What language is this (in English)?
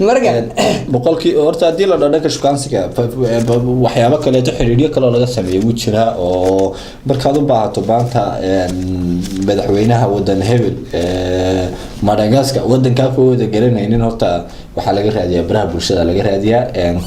Somali